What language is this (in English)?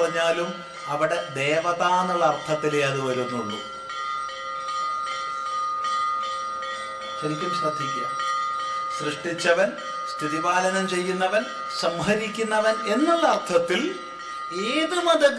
Malayalam